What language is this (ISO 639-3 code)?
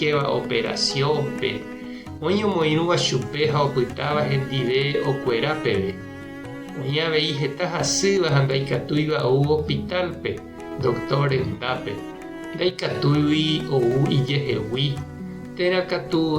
grn